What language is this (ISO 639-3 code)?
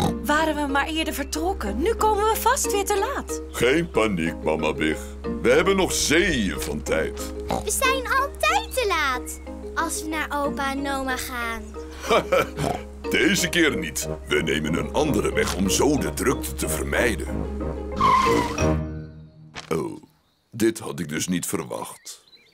nld